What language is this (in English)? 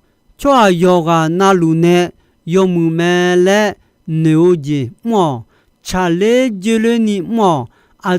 Akha